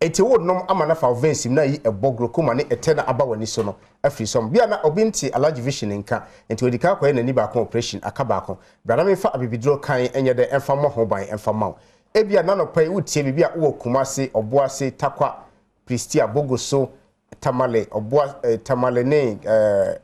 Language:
Akan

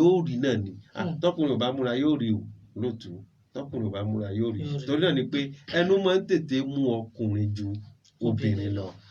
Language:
Yoruba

